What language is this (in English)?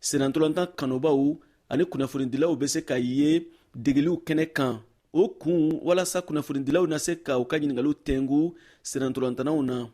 Bambara